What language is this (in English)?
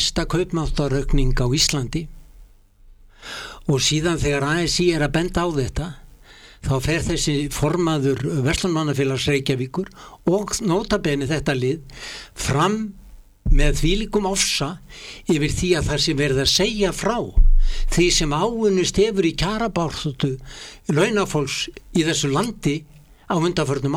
Icelandic